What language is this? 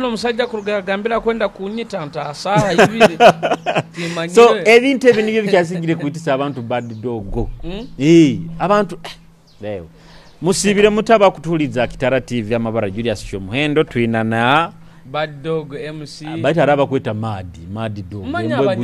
Nyoro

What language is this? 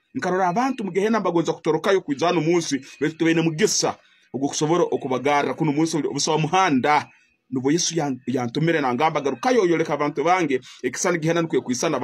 Tooro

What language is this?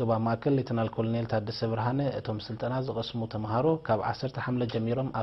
Tigrinya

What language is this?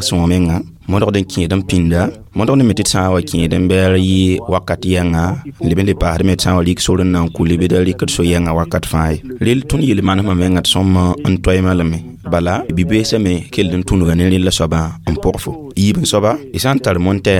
Mossi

